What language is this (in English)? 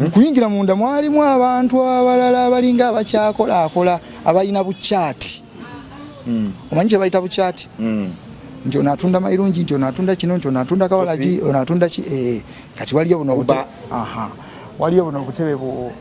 Ganda